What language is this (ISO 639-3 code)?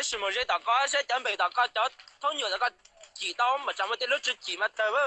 hmn